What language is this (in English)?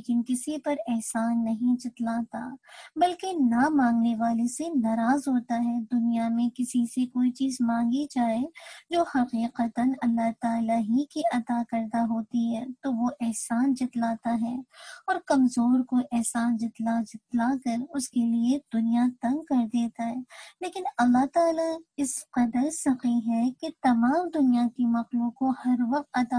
Urdu